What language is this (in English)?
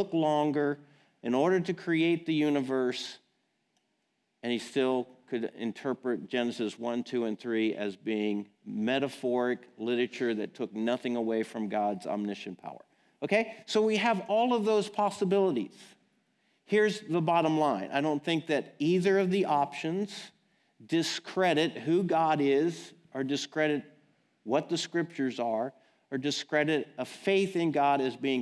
English